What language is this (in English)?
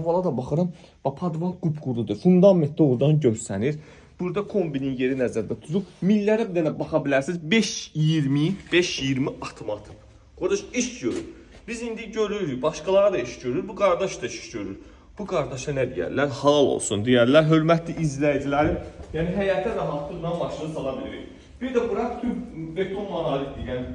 Azerbaijani